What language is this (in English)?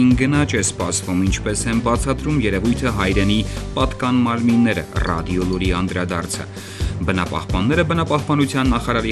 Armenian